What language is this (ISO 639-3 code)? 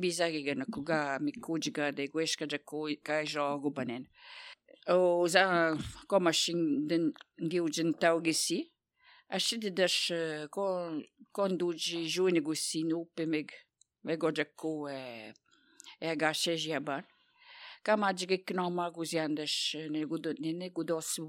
sqi